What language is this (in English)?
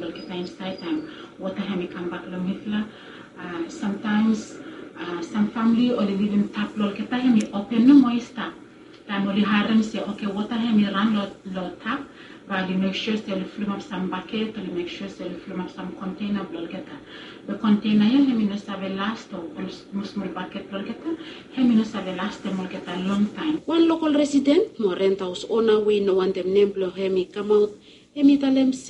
Bislama